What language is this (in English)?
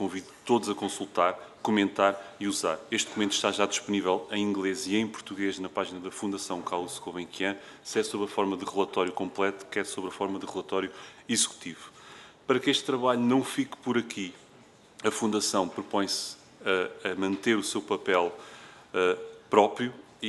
Portuguese